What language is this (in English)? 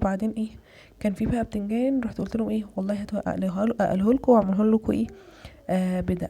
Egyptian Arabic